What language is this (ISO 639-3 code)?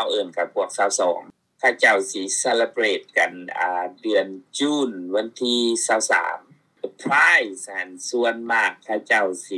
lao